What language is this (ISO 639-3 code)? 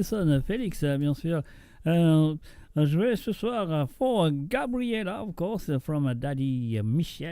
mfe